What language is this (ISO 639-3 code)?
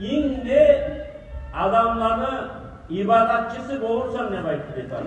kum